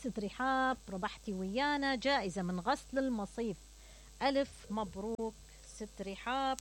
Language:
Mesopotamian Arabic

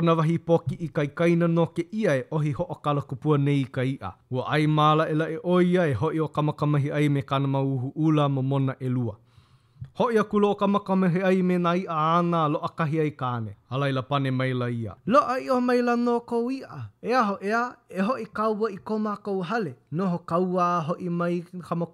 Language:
Hawaiian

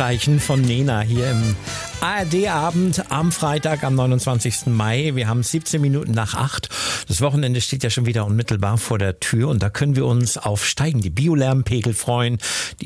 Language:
German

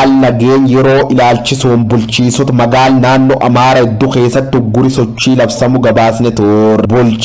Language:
Oromo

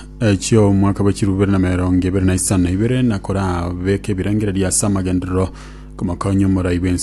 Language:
Gusii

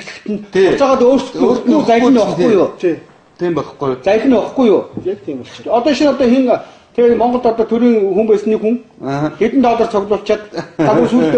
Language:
Mongolian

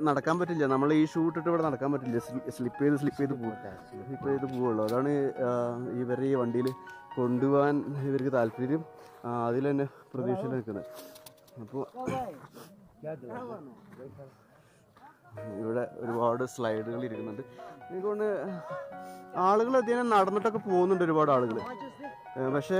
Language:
Malayalam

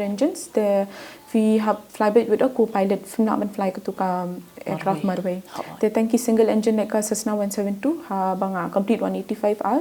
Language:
Khasi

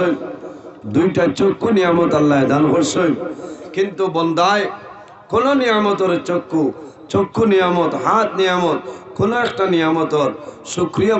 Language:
Sylheti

